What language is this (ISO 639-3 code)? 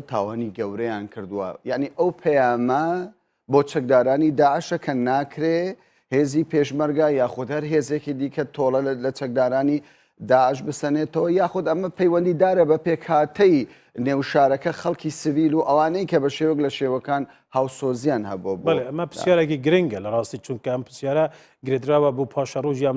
ckb